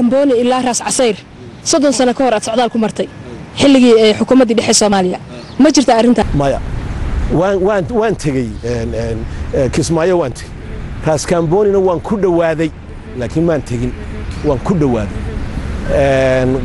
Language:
Somali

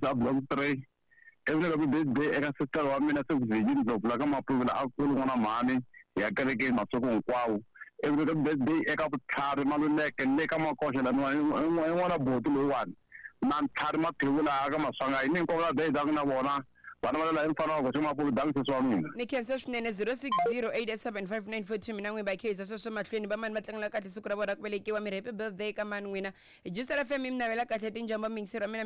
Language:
Tsonga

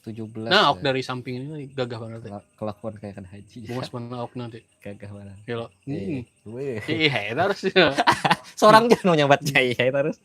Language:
Banjar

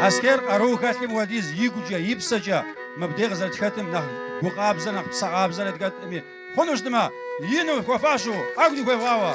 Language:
Kabardian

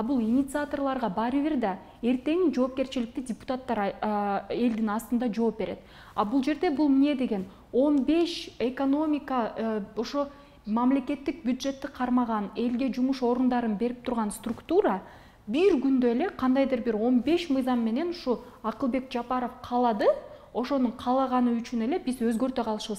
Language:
Kyrgyz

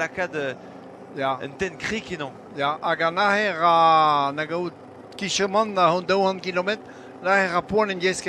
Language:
Breton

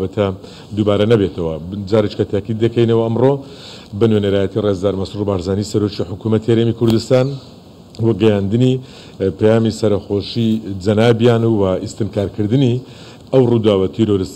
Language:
Central Kurdish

